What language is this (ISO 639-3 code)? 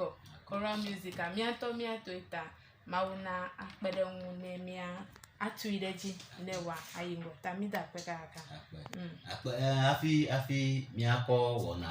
ewe